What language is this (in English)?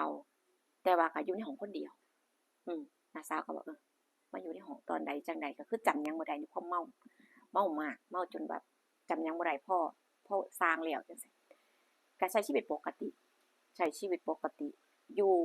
Northeastern Thai